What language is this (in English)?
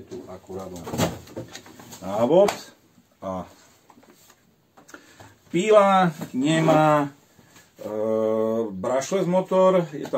Slovak